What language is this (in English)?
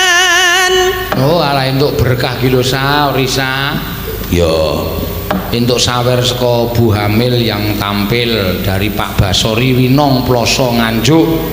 Javanese